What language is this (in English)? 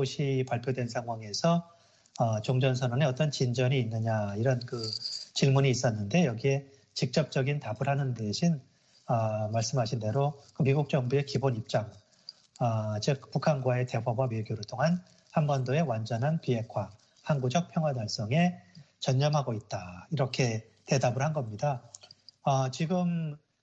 Korean